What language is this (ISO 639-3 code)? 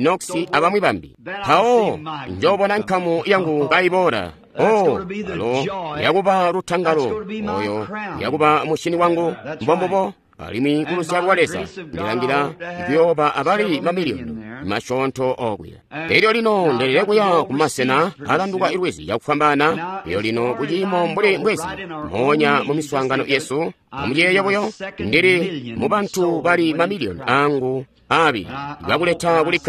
toi